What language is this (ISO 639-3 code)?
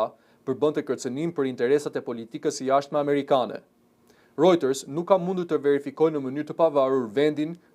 sqi